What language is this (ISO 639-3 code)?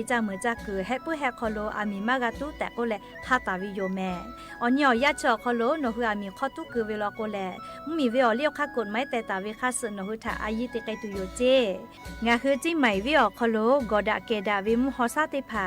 lhu